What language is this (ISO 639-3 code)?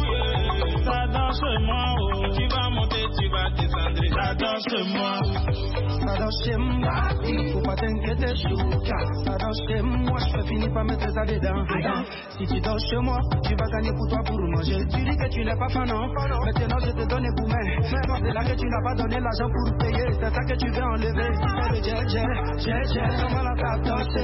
fra